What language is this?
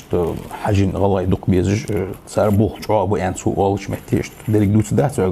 Ingush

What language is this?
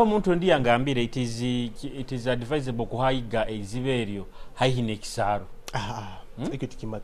Nyoro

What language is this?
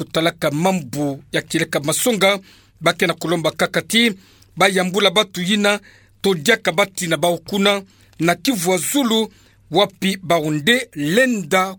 Kituba (Democratic Republic of Congo)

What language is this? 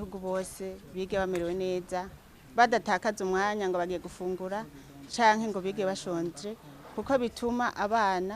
Rundi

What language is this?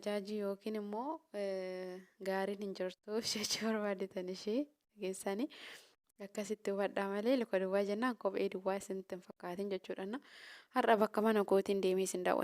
Oromo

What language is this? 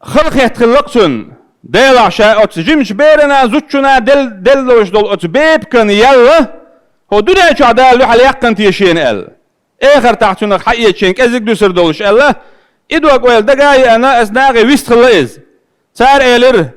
Chechen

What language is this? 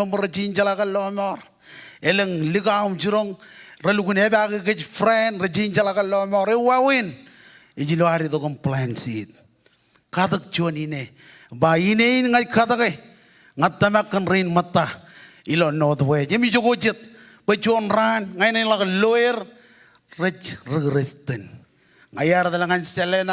Marshallese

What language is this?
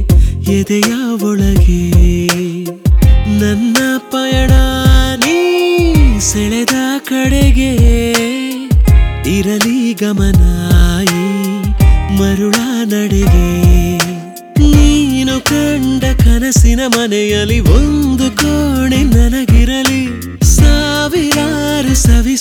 Kannada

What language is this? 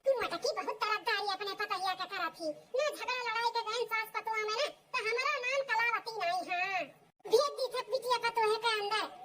Awadhi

